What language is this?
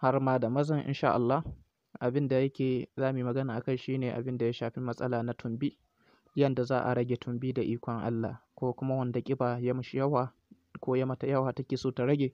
Hausa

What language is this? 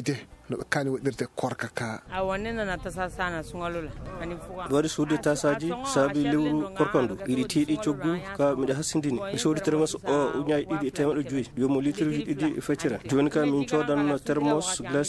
Fula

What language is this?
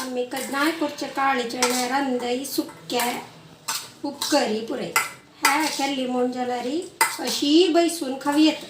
Konkani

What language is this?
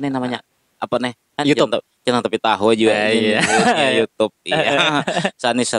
Banjar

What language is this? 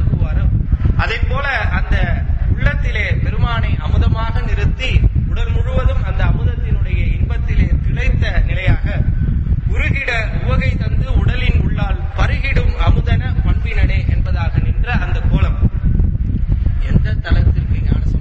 Tamil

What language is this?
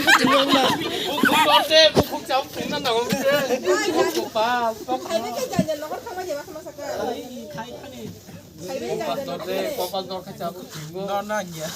Kok Borok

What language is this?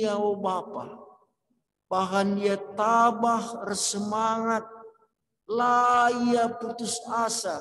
Batak Karo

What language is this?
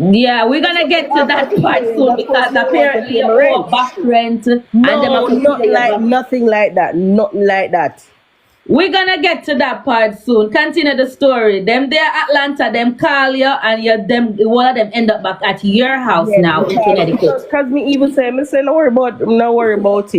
Jamaican Creole English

